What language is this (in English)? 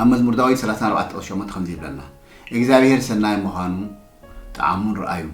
Tigrinya